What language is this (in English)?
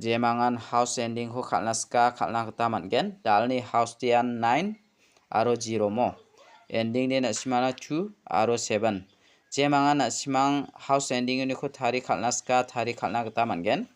Garo